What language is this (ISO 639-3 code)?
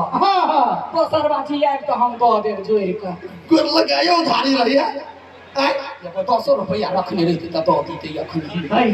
mai